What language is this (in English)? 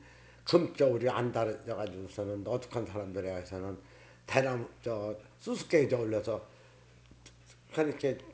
Korean